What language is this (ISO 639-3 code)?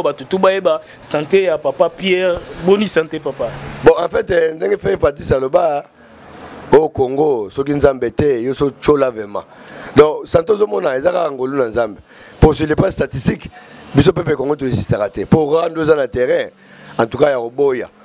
lin